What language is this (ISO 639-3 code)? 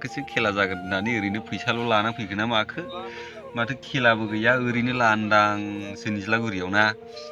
brx